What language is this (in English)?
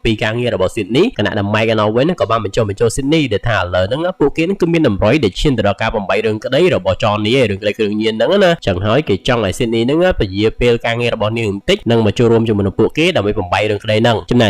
Khmer